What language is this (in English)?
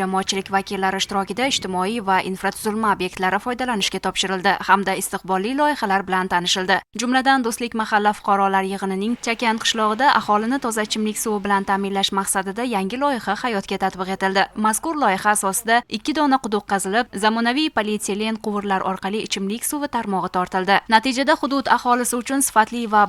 Uzbek